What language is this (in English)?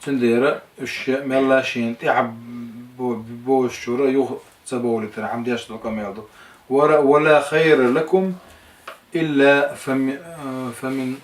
Chechen